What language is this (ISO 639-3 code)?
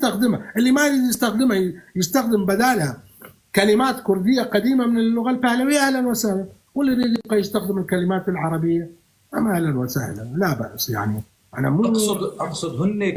apc